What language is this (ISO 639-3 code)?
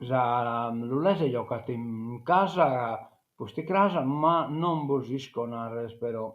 srd